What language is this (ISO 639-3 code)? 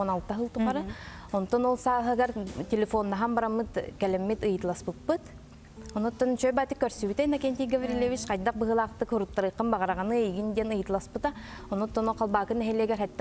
sah